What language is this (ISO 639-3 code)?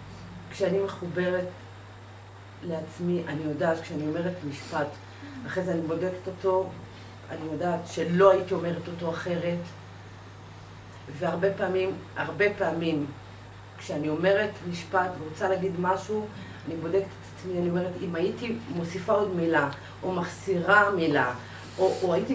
heb